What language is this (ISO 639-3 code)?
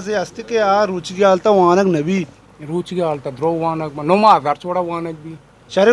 bal